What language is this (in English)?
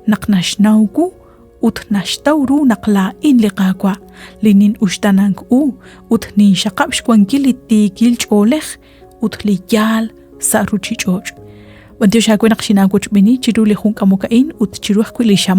Kekchí